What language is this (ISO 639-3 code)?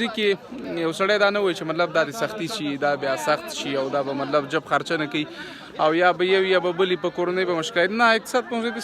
pus